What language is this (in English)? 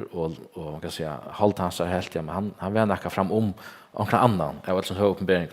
Faroese